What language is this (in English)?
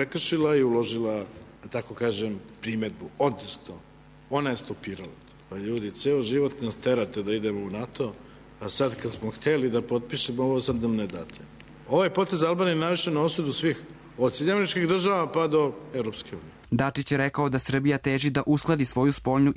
Serbian